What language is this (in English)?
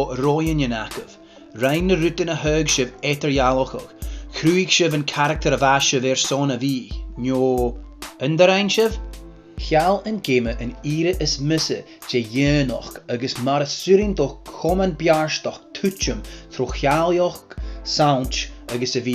Scottish Gaelic